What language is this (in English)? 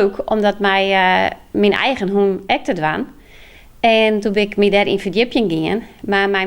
Western Frisian